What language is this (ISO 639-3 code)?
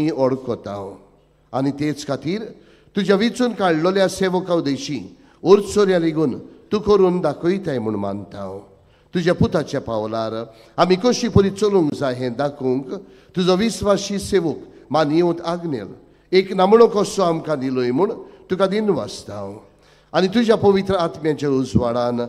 kok